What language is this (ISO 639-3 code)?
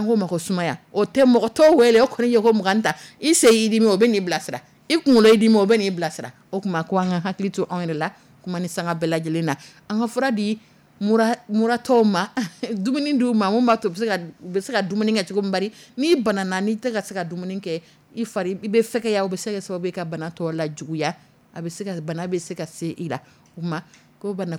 dyu